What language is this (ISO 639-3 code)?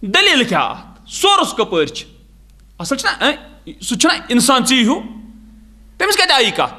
kas